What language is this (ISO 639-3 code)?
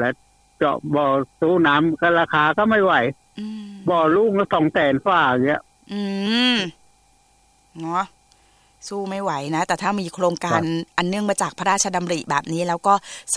tha